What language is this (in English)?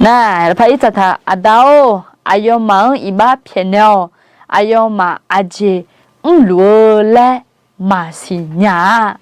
Akha